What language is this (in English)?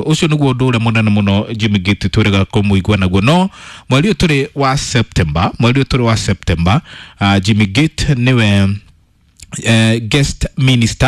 Kikuyu